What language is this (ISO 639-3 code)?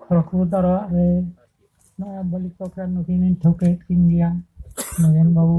sat